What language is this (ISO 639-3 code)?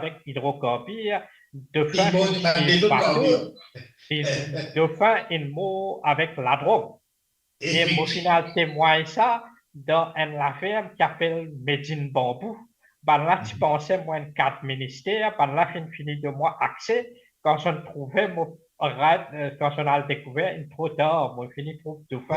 mfe